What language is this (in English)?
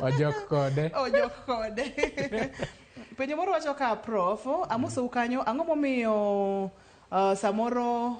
Luo (Kenya and Tanzania)